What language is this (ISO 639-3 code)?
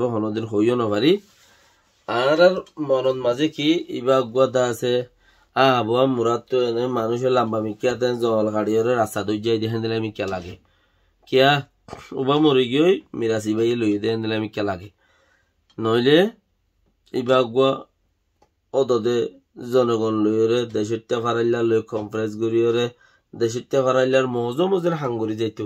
rhg